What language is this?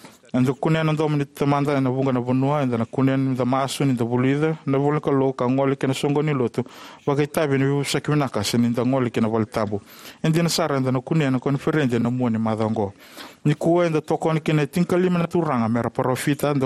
Fijian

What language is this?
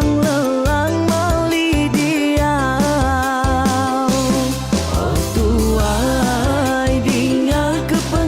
Iban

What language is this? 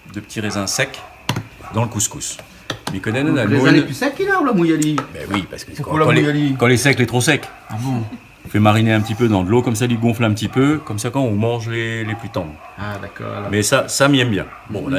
Réunion Creole French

